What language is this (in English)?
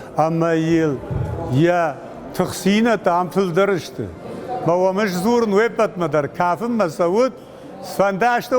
Ossetic